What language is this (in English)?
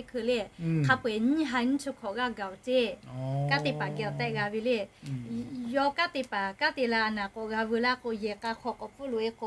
Lahu